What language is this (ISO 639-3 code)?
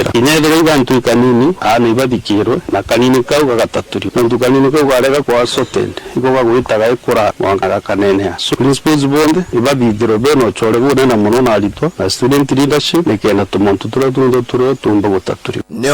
mer